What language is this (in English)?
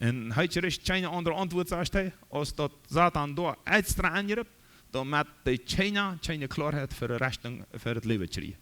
Plautdietsch